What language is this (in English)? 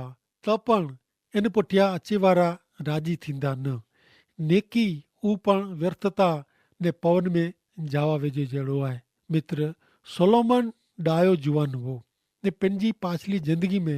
Kachhi